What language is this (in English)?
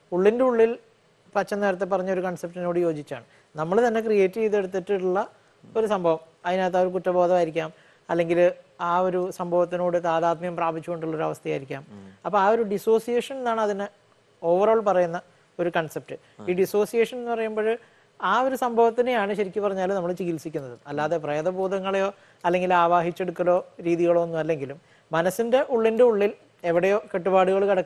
Malayalam